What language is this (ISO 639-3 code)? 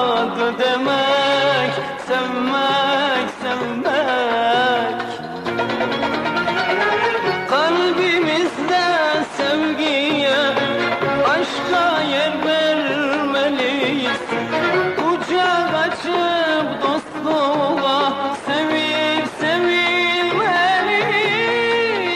tur